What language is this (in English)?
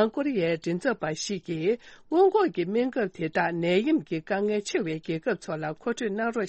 Tibetan